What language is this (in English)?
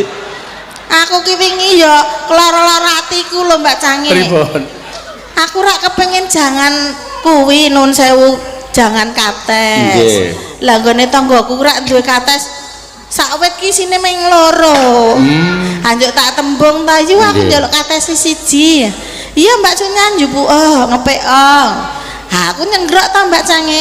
Javanese